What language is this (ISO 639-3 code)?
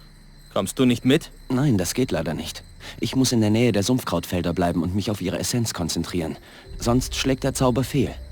bar